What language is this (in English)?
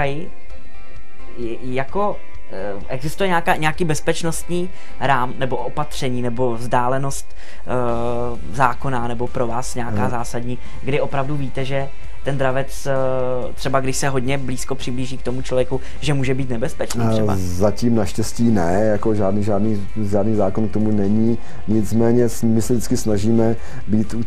Czech